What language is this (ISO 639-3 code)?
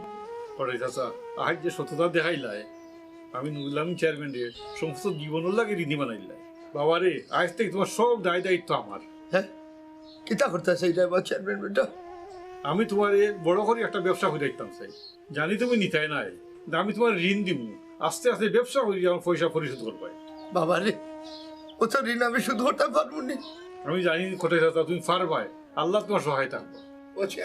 syl